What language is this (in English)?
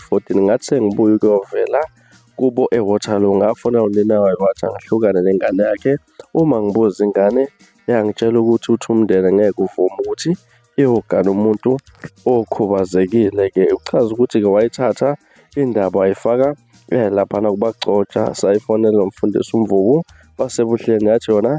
Zulu